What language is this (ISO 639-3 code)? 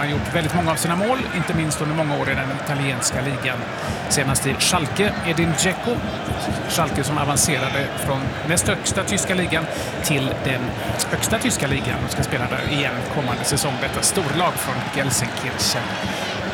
swe